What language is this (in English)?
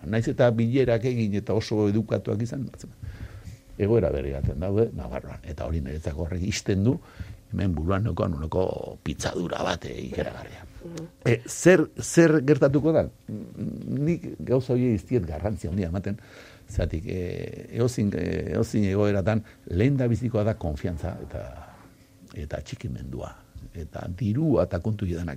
Basque